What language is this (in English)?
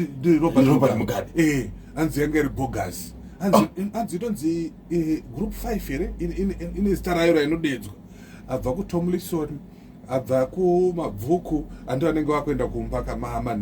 Shona